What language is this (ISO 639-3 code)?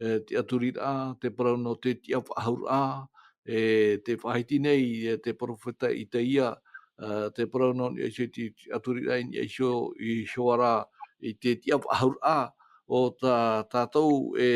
tah